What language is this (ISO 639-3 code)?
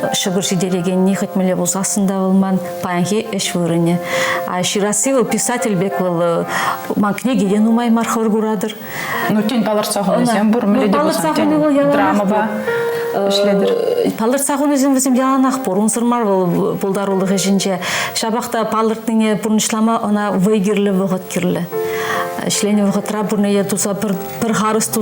chv